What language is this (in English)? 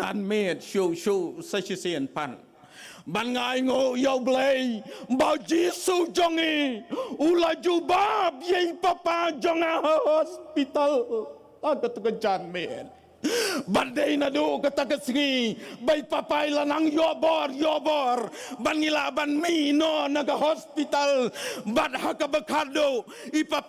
Khasi